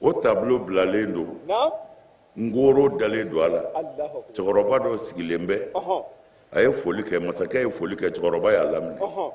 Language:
Bambara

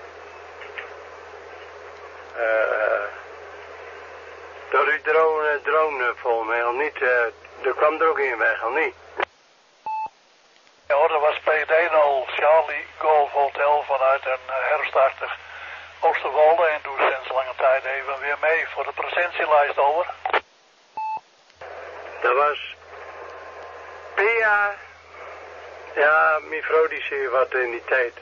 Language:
Dutch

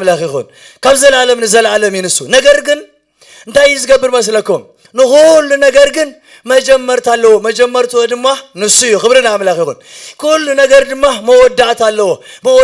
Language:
Tigrinya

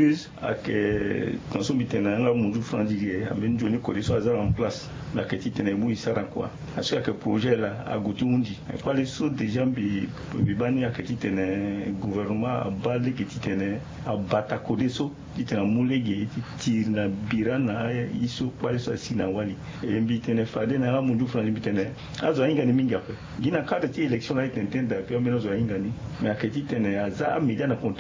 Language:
Sango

